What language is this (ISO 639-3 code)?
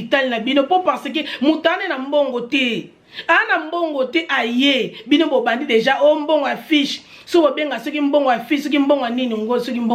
lin